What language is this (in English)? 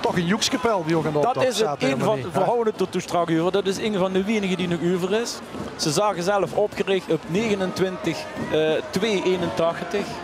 Limburgish